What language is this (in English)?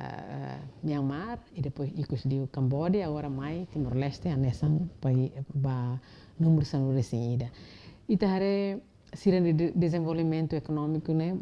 Tetum